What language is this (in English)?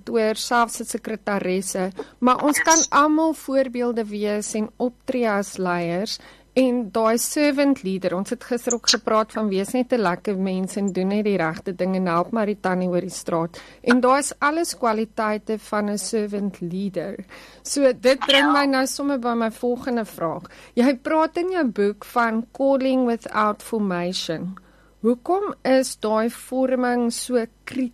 Afrikaans